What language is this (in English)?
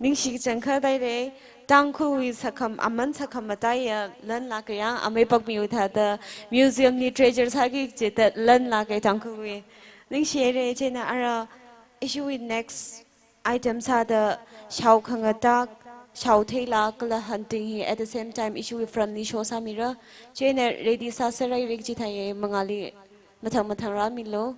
Tangkhul Naga (India)